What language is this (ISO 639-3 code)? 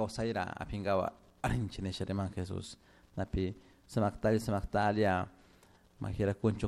qug